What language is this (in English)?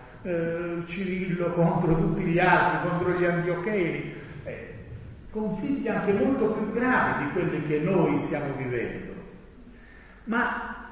Italian